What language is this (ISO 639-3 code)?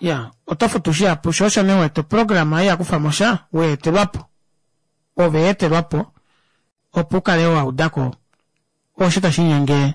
kua